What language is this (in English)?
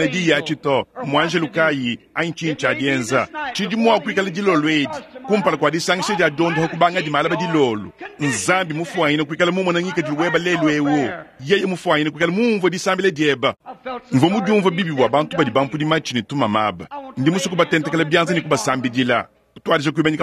Luba-Lulua